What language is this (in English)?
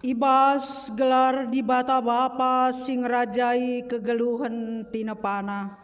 Batak Karo